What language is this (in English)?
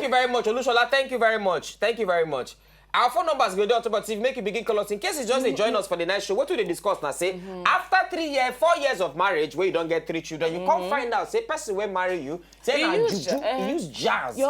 Nigerian Pidgin